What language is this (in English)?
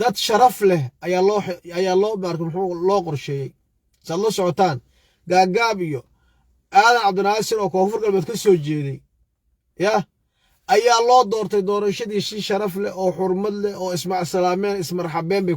Somali